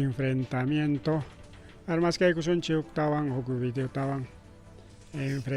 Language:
Ayacucho Quechua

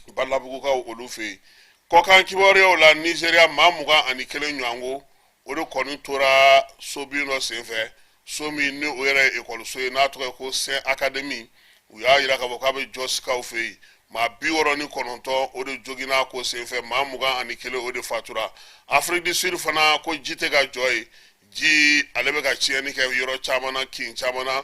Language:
Bambara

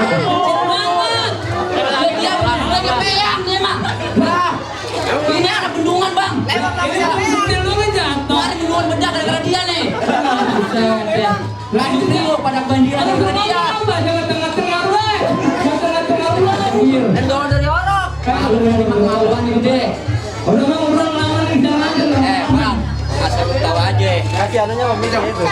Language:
Betawi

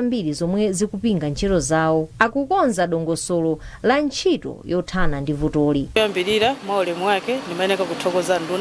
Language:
Nyanja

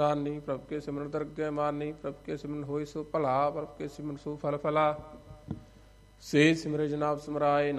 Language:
Punjabi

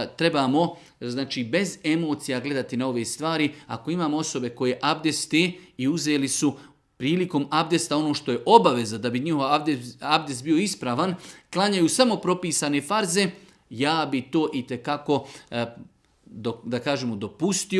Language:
Bosnian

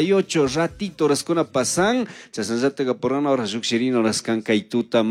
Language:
Chimborazo Highland Quichua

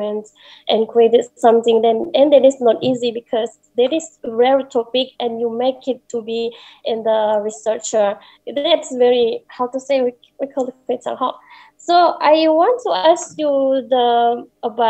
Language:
English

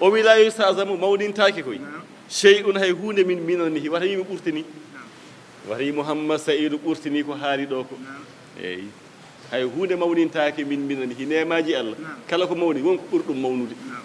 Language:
Fula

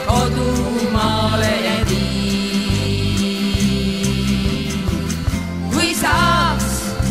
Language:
Estonian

